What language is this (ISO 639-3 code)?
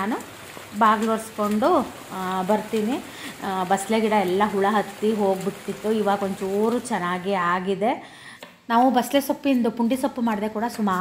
kan